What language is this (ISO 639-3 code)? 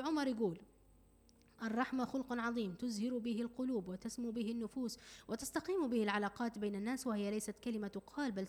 ara